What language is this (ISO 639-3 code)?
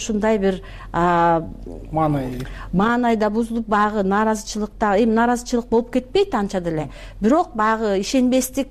kir